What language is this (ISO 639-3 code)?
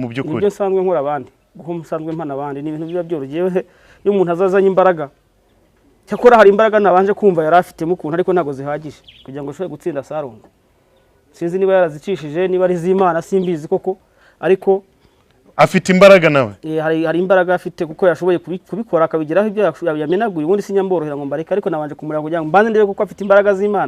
kin